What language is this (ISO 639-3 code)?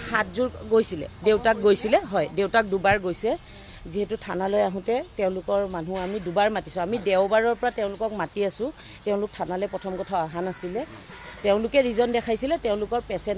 asm